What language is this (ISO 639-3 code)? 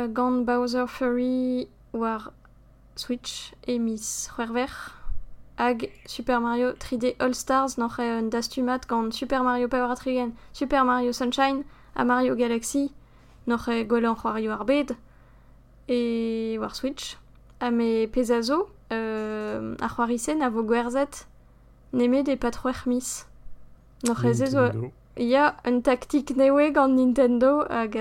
bre